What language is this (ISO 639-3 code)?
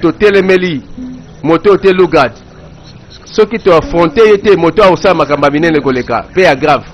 lin